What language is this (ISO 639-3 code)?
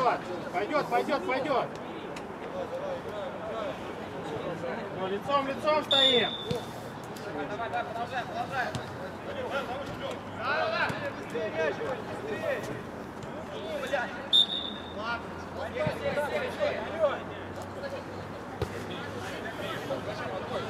rus